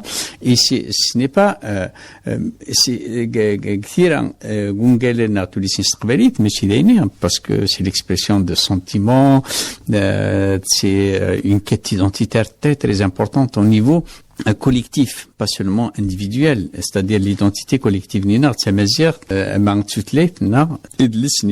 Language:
Kabyle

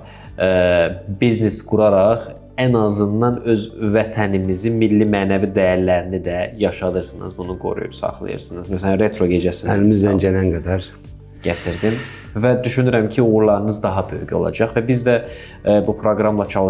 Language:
Azerbaijani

